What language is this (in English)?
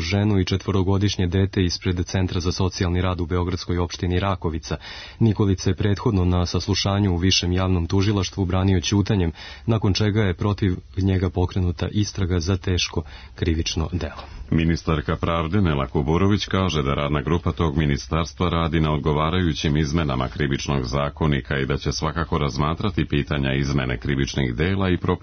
Serbian